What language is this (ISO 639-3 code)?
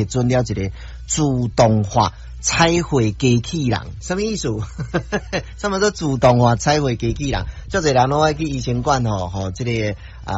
nan